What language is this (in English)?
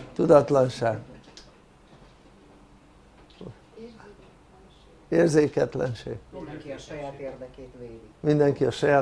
Hungarian